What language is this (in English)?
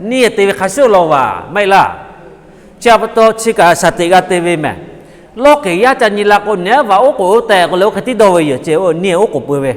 Lahu